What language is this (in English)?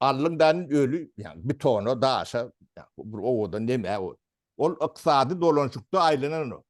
Turkmen